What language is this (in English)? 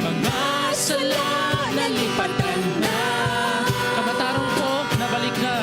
Hiligaynon